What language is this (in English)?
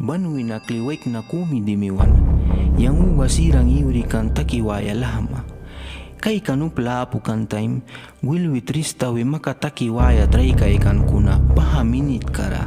Mískito